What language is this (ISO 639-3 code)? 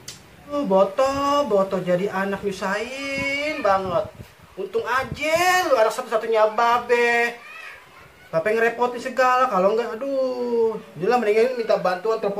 bew